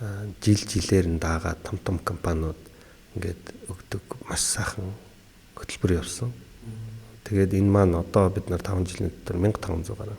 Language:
Mongolian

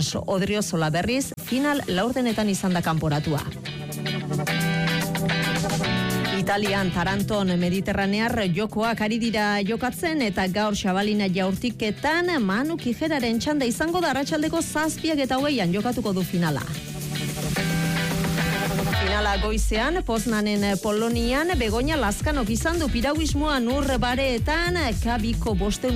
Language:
Basque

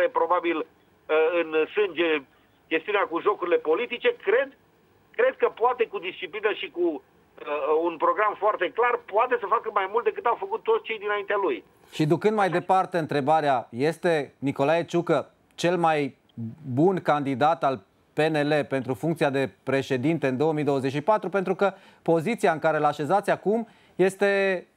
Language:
Romanian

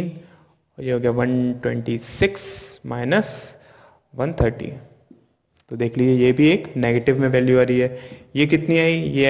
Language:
Hindi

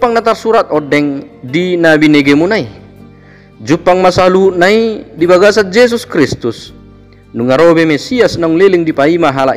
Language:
Batak Toba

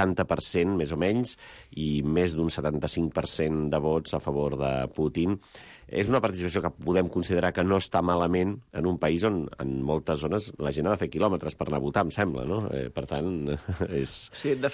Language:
Catalan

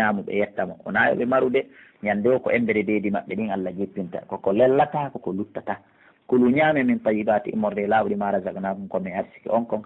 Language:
Pular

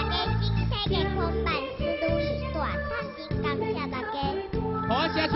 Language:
Min Nan Chinese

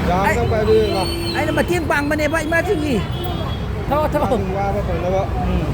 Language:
Manipuri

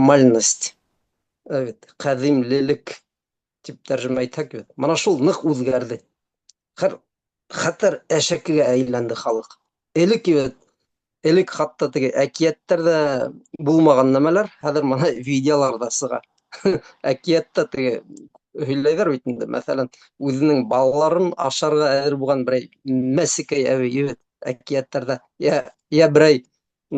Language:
Bashkir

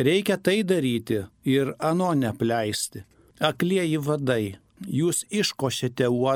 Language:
Lithuanian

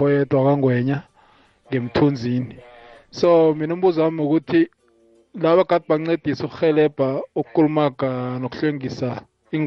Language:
South Ndebele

